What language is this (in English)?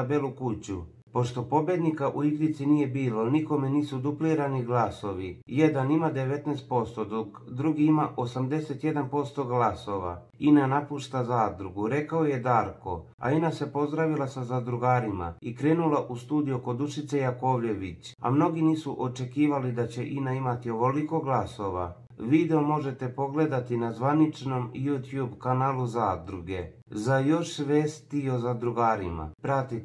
Serbian